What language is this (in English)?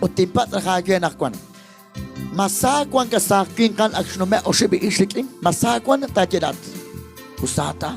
Kekchí